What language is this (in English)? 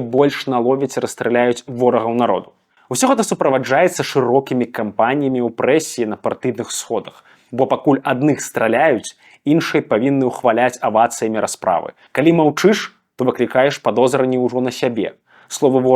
Belarusian